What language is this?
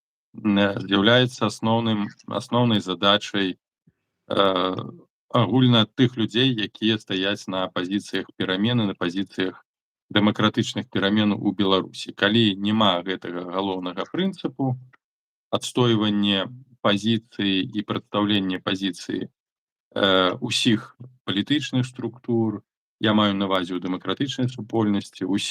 Belarusian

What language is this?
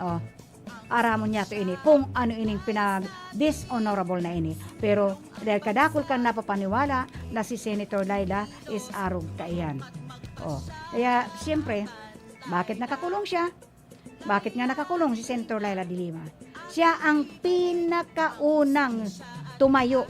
Bikol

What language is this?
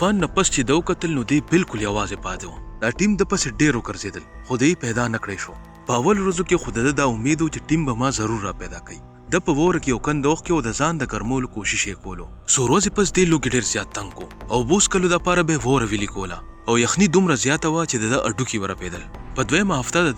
Pashto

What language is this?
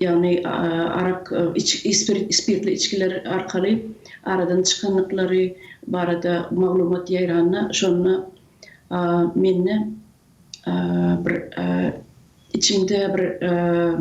Turkmen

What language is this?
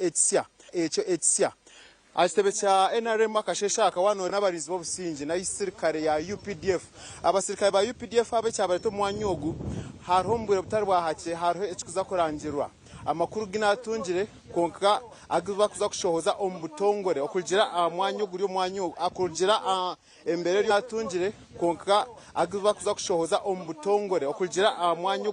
Nyankole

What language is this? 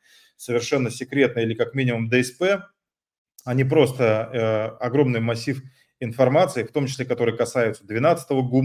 Russian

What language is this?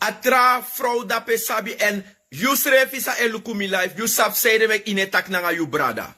Sranan Tongo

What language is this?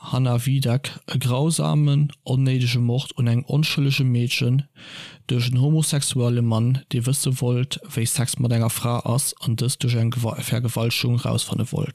Luxembourgish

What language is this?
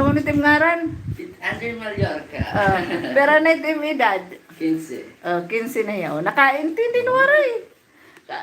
Waray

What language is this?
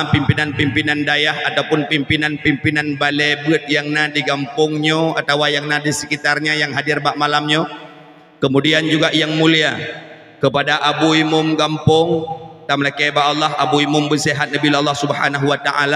Achinese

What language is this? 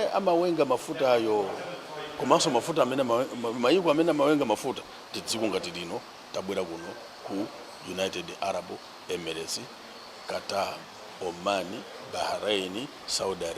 Nyanja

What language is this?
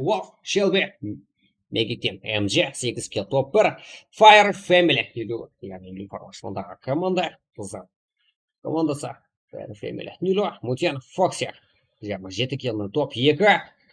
Kara-Kalpak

